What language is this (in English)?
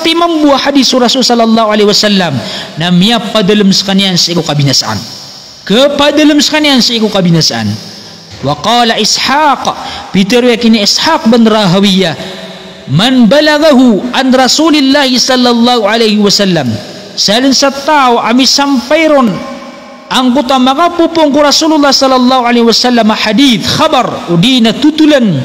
Maranao